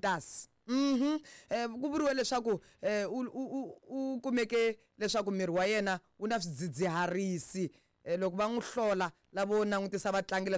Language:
Tsonga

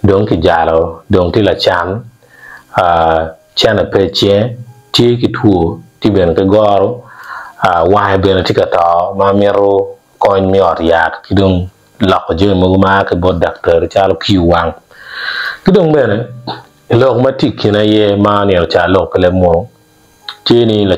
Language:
Acoli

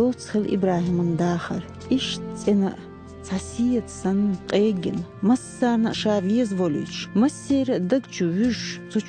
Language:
Chechen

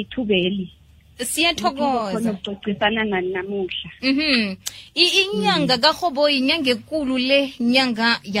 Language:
South Ndebele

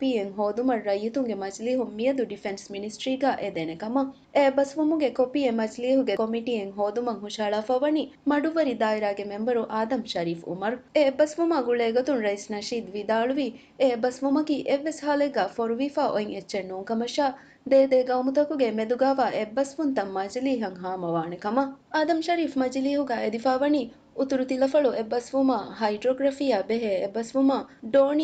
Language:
Divehi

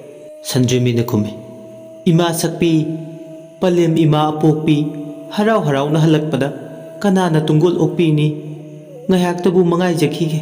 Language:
Manipuri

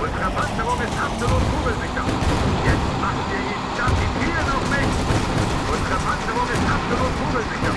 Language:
Bavarian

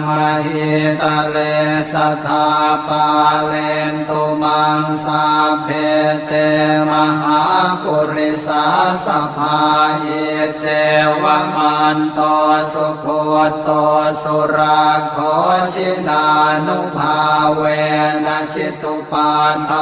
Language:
Pali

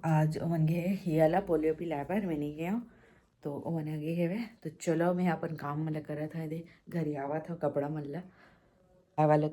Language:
Chhattisgarhi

